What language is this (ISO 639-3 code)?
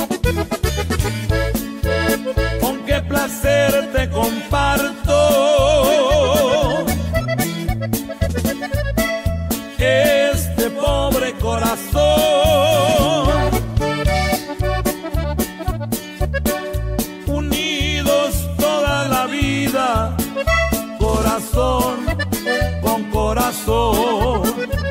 spa